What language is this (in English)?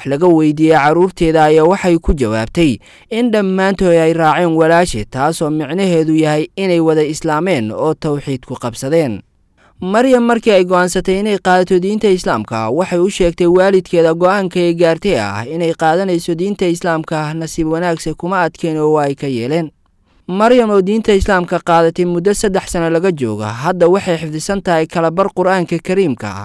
Somali